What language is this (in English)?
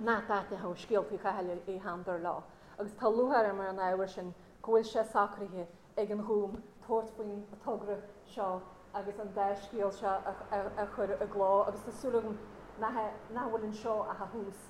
Irish